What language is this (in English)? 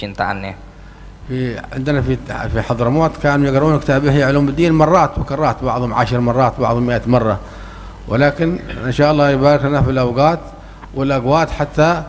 Indonesian